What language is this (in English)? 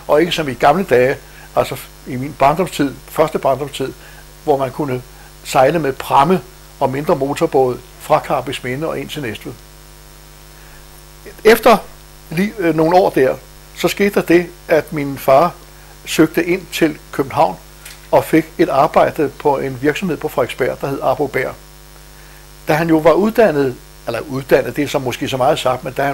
Danish